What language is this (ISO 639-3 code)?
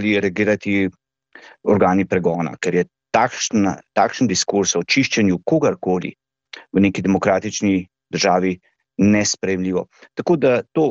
slv